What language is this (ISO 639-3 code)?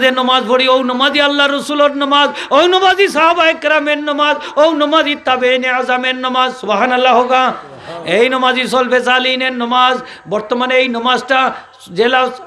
syl